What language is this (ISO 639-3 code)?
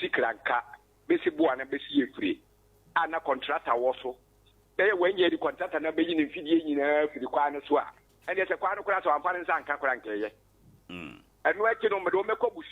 aka